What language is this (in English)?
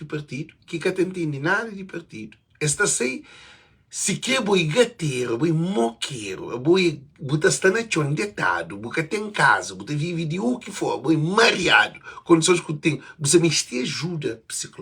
Kabuverdianu